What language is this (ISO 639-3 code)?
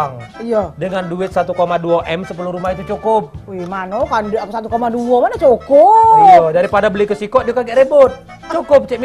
mui